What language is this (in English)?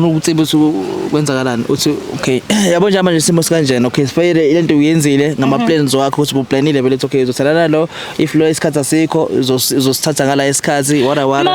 Zulu